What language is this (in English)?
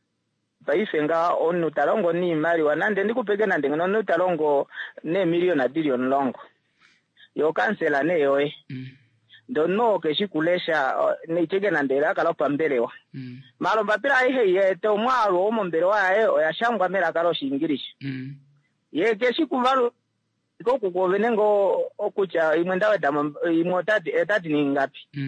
Kuanyama